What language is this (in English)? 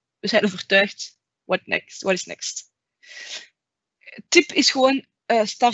Dutch